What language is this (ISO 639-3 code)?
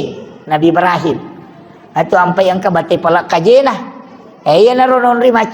bug